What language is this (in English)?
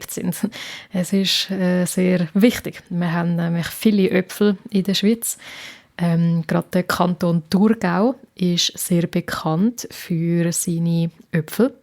Swiss German